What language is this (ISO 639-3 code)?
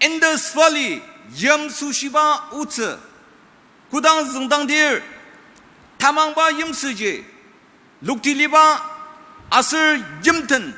njo